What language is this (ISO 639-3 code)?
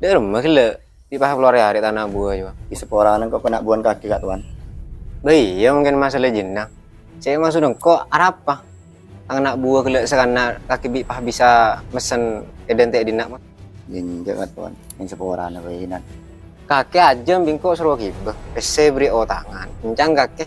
mad